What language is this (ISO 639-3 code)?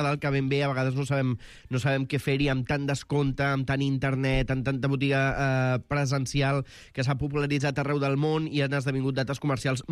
cat